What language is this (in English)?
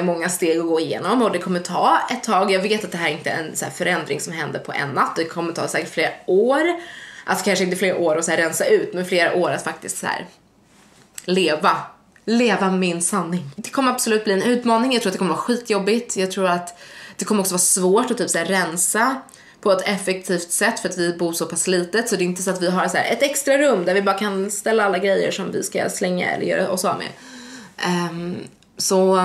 Swedish